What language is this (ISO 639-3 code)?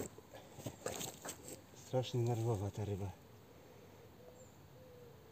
pol